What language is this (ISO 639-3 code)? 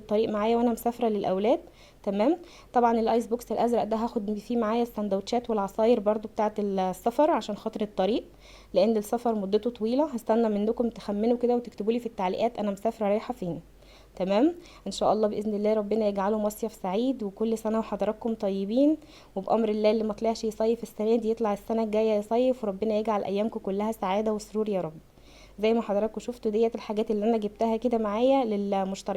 arz